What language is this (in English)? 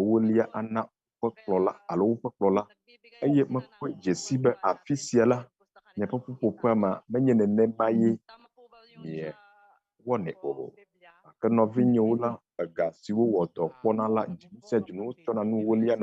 Ewe